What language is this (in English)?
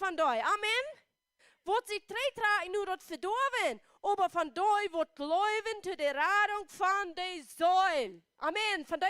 Plautdietsch